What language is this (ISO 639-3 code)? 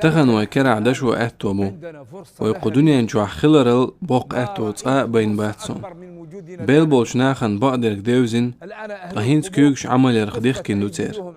che